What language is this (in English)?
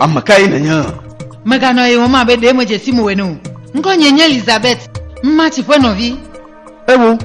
Ewe